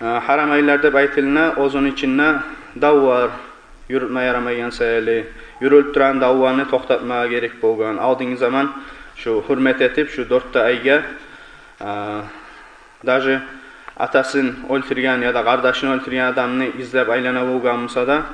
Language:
Kumyk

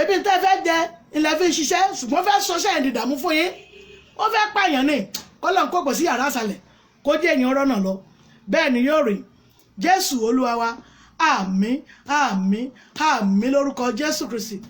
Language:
Yoruba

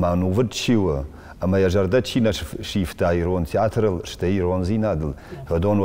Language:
Ossetic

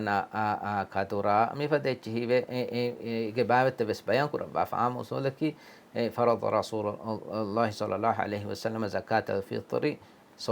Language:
Divehi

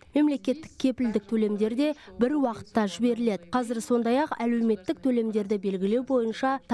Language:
Kazakh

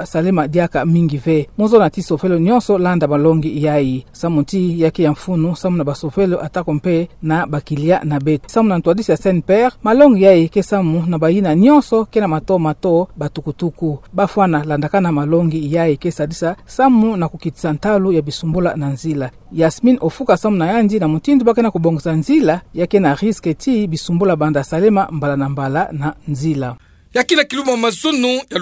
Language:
Kituba (Democratic Republic of Congo)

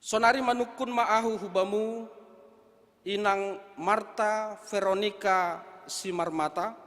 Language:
Batak Simalungun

